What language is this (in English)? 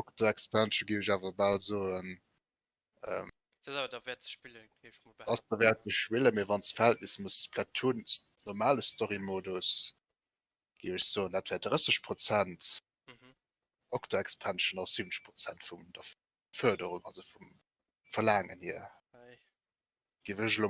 Luxembourgish